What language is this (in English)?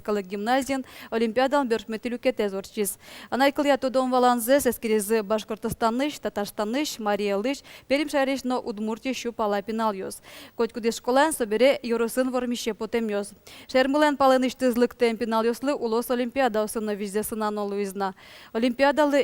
Udmurt